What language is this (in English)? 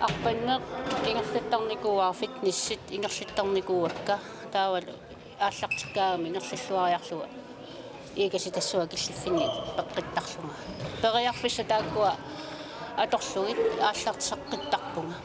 Kalaallisut